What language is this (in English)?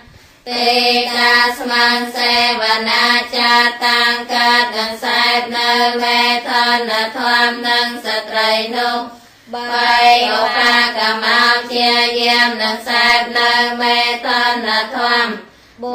Khmer